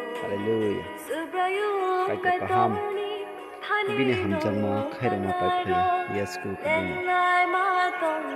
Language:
Kok Borok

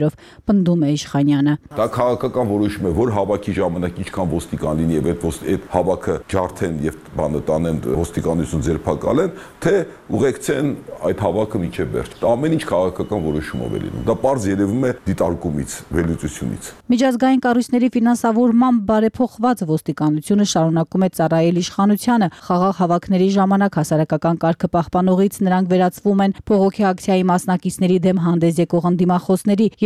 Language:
Armenian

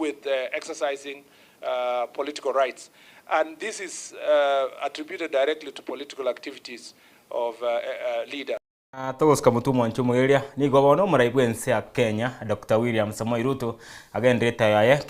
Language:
Gusii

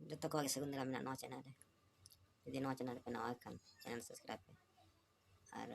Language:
Santali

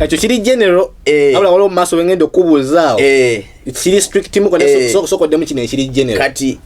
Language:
Ganda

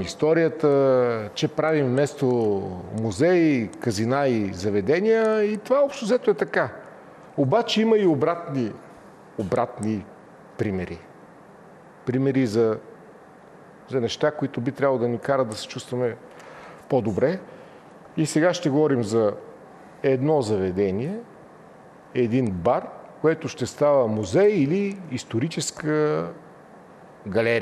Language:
Bulgarian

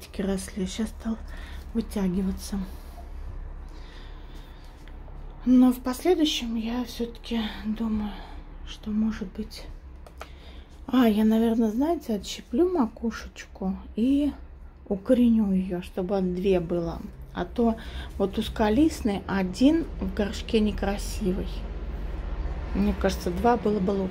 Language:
Russian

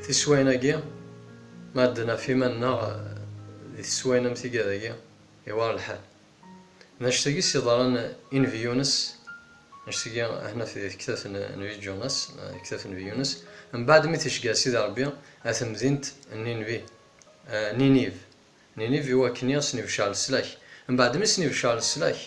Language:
Kabyle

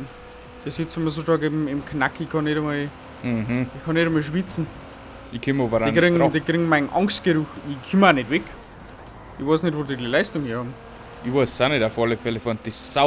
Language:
Bavarian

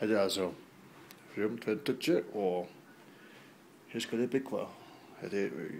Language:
Faroese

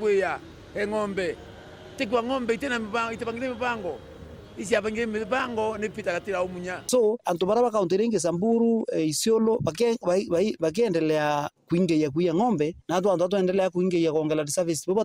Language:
Meru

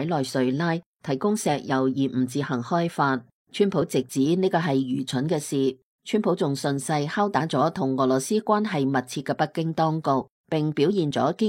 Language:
Cantonese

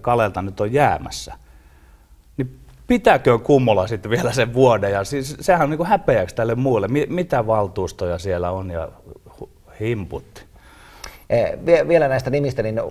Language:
Finnish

